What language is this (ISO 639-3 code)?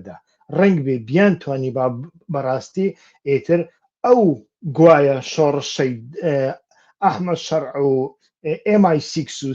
ckb